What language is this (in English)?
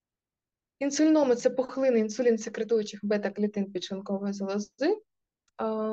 Ukrainian